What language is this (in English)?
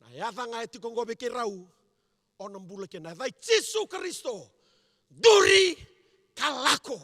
Fijian